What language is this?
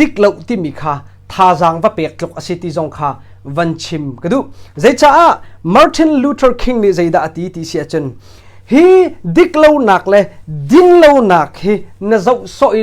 Hakha Chin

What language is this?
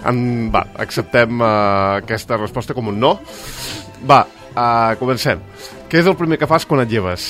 Catalan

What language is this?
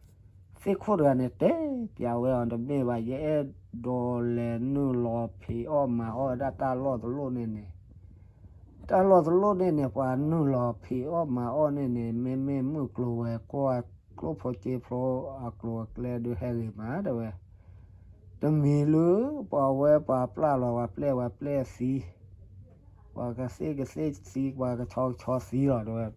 S'gaw Karen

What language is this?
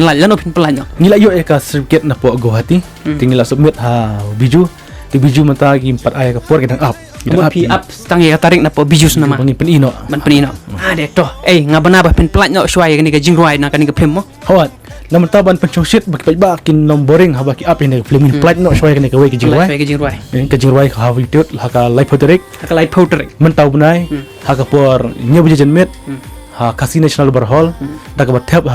Khasi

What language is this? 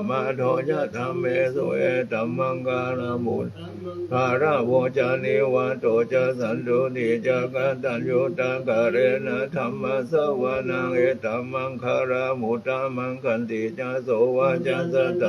Pali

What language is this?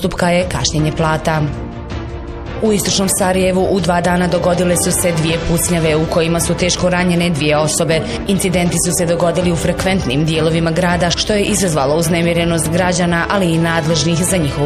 Bosnian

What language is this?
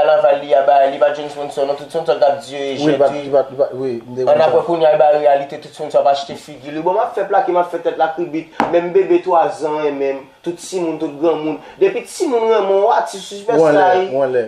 Haitian Creole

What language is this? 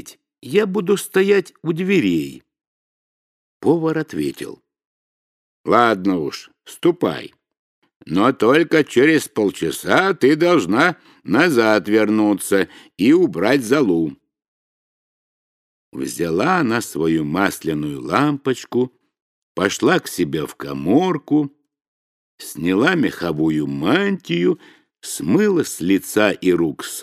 Russian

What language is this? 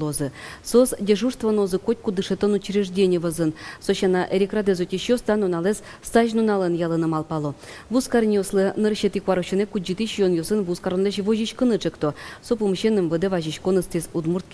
Udmurt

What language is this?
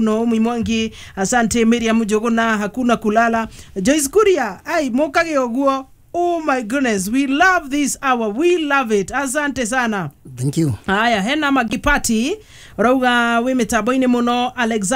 Kikuyu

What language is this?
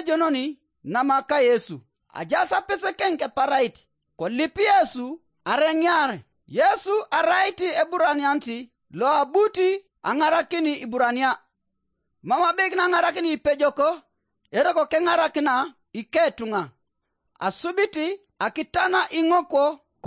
Teso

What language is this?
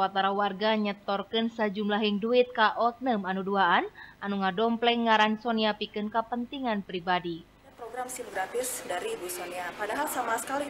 Sundanese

